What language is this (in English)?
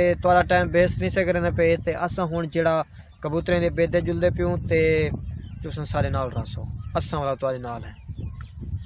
Saraiki